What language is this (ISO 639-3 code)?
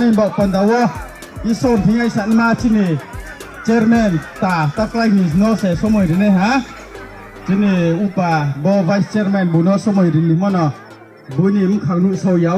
ria